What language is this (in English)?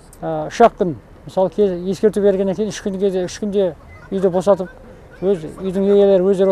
Kazakh